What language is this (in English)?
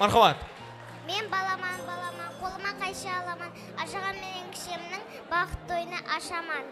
Kara-Kalpak